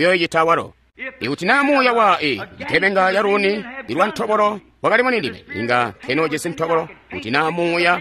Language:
Tonga (Zambia)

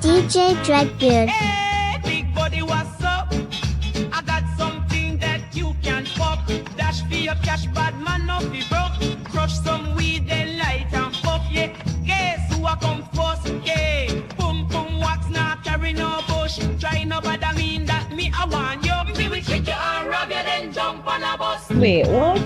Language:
Jamaican Creole English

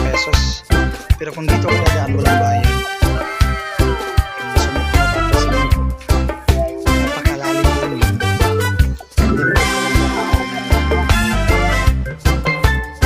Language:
Filipino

